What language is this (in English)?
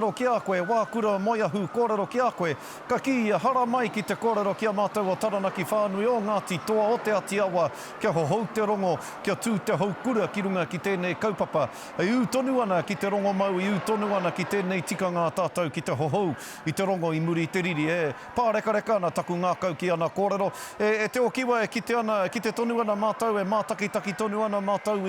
Māori